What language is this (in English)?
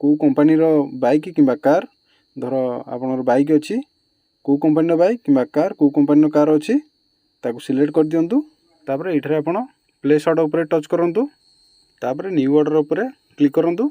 Odia